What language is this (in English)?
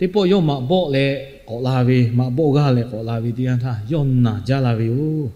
Lahu